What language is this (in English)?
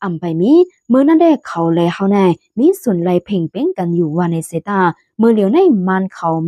Shan